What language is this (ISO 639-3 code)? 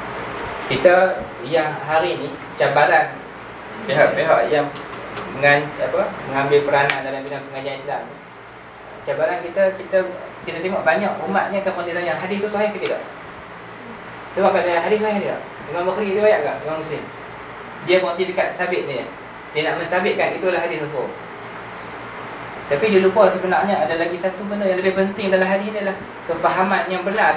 msa